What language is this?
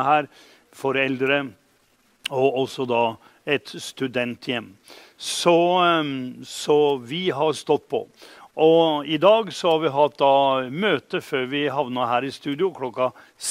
Norwegian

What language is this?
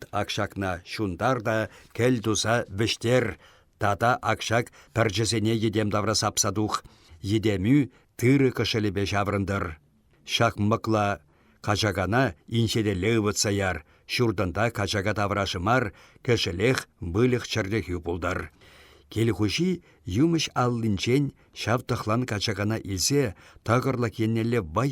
Chuvash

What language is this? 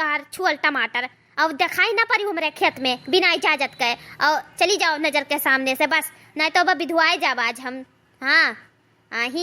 Awadhi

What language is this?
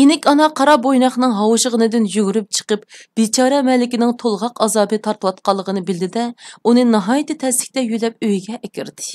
Uyghur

